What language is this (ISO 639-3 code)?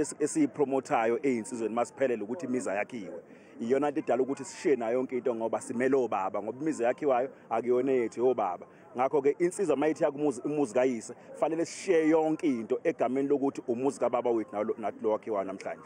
zul